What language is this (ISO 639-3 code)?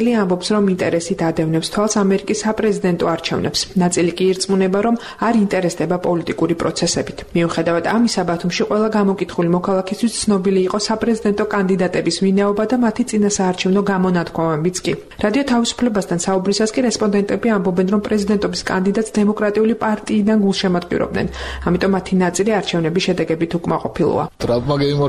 kat